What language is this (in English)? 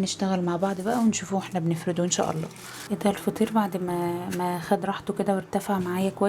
Egyptian Arabic